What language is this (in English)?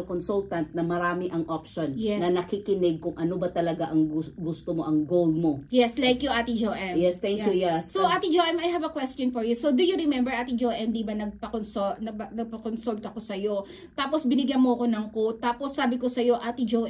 Filipino